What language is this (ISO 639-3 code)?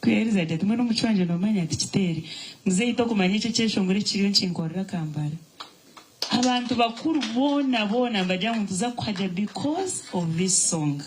nyn